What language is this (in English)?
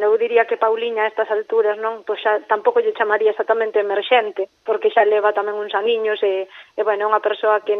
Galician